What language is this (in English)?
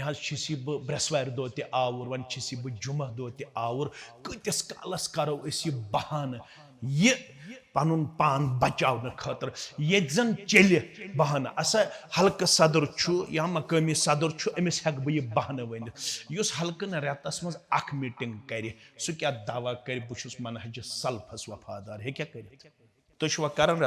Kashmiri